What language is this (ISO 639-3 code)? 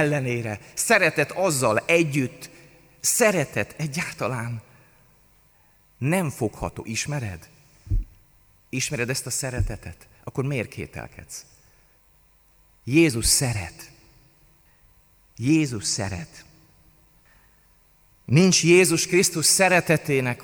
hun